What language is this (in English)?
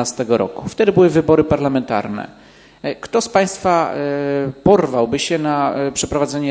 Polish